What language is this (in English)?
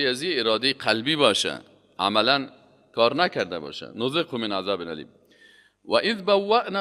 Persian